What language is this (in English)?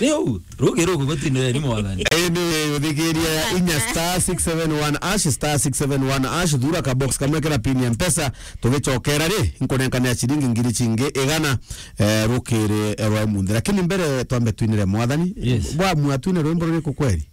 Meru